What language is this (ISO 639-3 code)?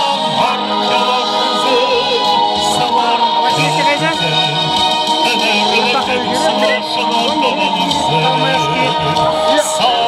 chv